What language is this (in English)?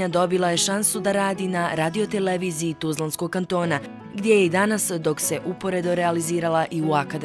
Bosnian